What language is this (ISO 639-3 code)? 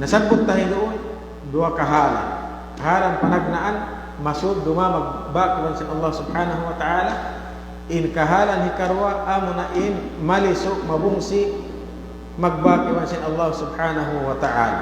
tsg